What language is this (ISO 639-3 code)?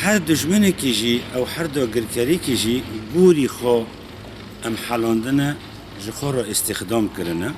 kur